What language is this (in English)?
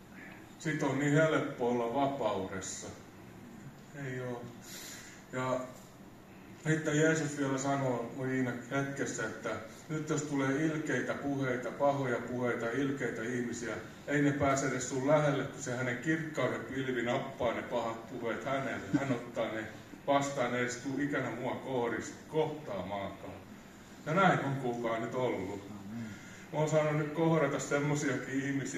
Finnish